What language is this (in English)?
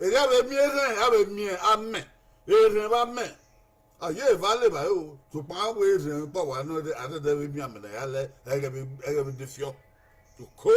Bini